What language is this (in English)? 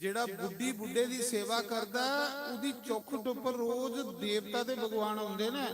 Dogri